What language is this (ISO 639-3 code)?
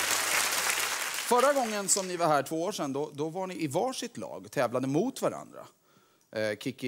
swe